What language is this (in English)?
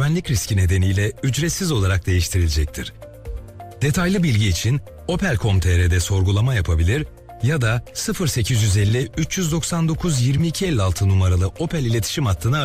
Turkish